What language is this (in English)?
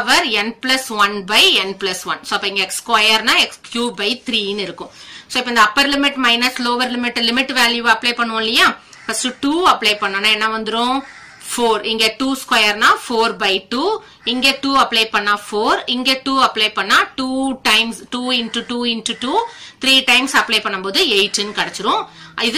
Tamil